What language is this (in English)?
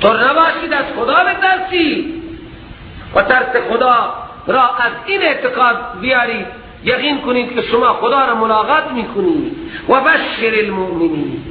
Persian